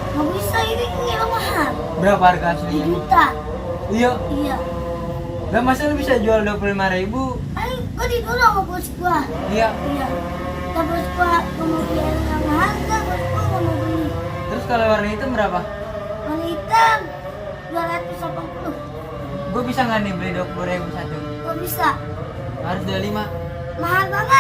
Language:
Betawi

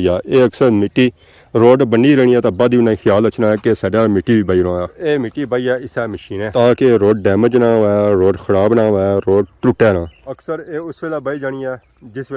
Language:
Pahari-Potwari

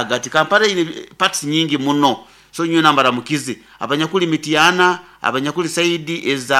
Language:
Nyoro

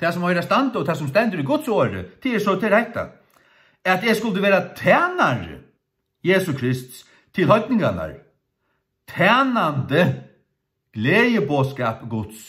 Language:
Faroese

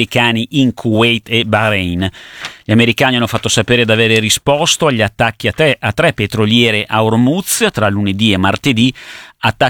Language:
Italian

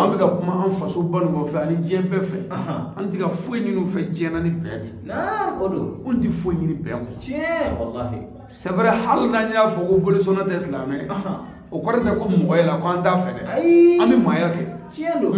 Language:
Bambara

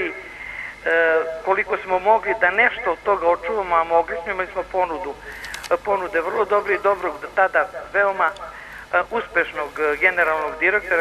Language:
Serbian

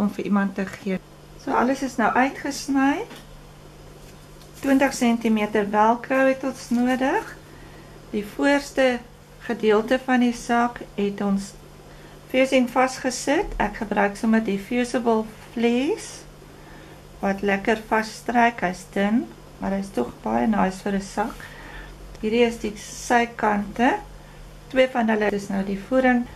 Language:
Afrikaans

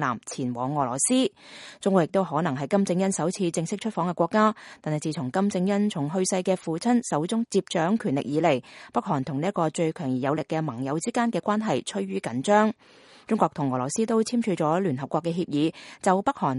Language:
Cantonese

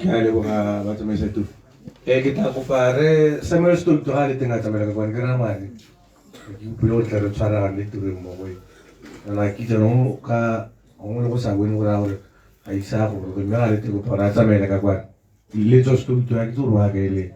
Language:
Tswana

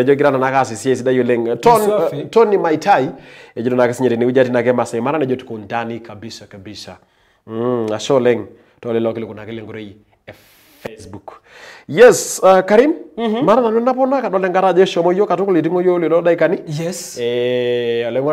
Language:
Masai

